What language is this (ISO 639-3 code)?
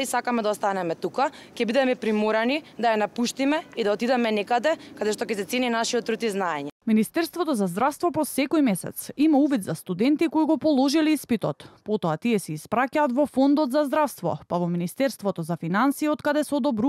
mkd